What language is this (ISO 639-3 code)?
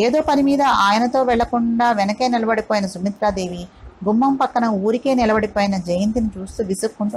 tel